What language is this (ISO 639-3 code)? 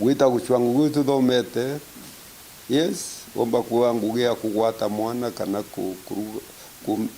mer